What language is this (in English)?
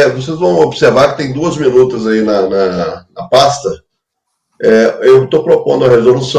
Portuguese